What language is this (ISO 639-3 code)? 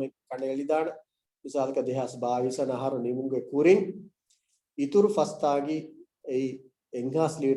div